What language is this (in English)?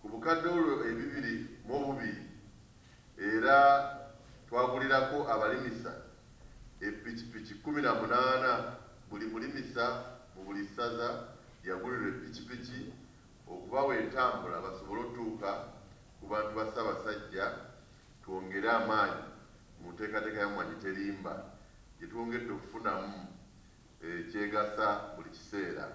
Ganda